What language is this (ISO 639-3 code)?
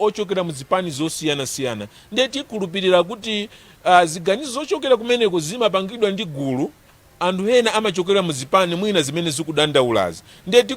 nya